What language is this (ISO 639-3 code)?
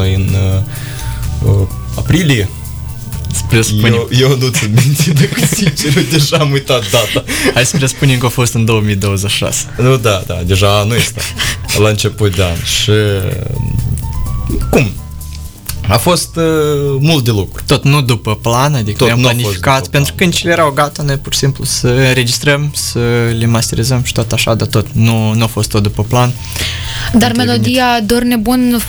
ron